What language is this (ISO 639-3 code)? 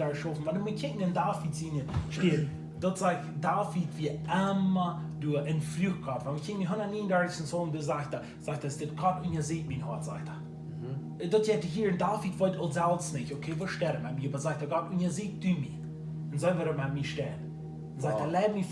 pdt